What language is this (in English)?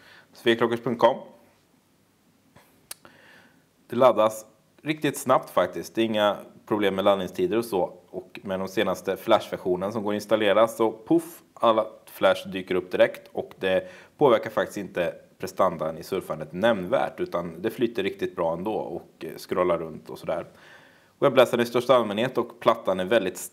Swedish